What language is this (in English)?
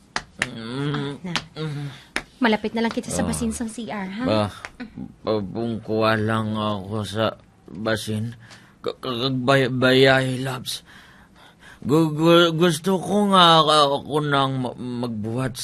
Hiligaynon